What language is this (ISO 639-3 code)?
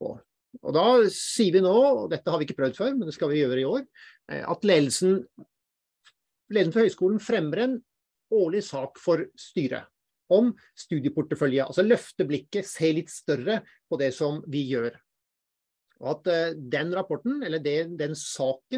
nor